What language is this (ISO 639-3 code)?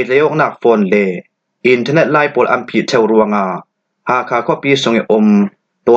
cfm